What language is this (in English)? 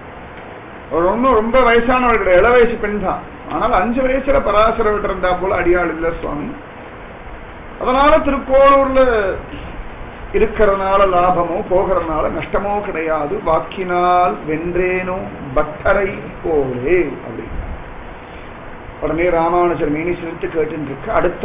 Tamil